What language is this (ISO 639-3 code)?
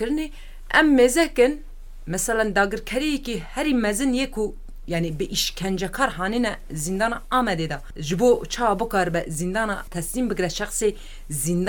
kur